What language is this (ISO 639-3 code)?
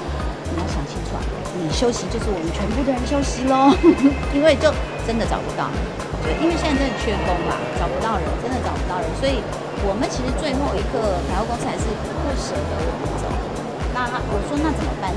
zho